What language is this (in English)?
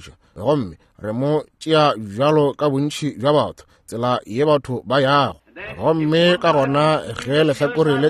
Northern Sotho